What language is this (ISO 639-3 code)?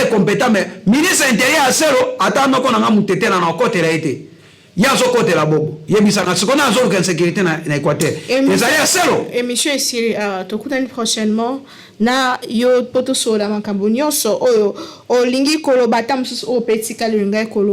lin